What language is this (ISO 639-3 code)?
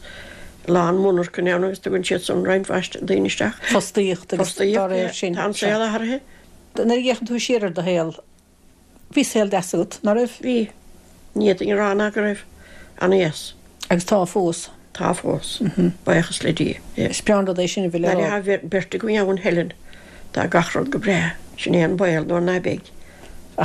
gle